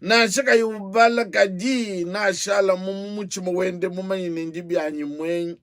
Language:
Luba-Lulua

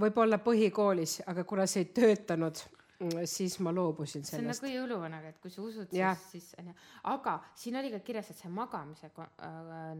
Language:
Estonian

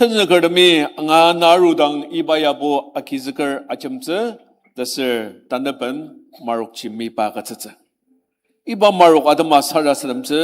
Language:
Ao Naga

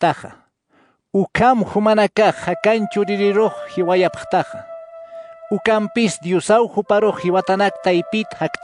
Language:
Aymara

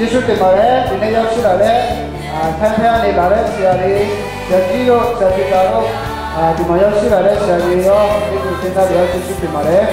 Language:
Akha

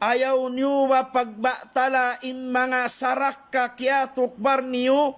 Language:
Tausug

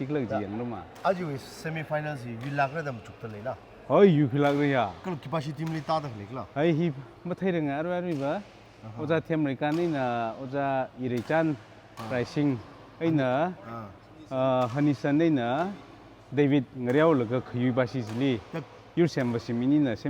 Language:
Tangkhul Naga (India)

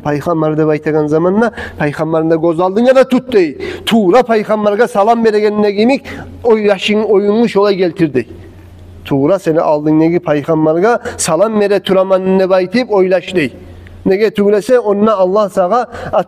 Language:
Kumyk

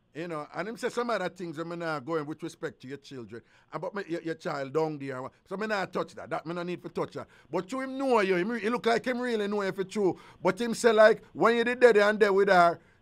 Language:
Jamaican Creole English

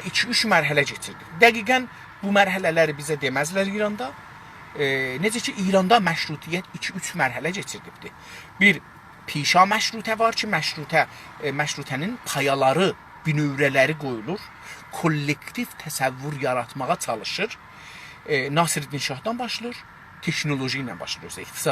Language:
South Azerbaijani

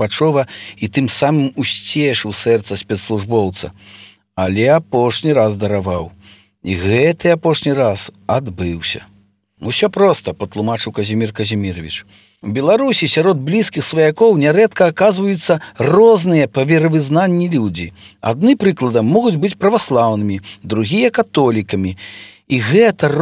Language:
Belarusian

